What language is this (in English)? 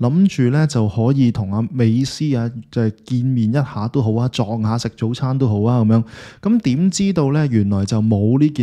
Cantonese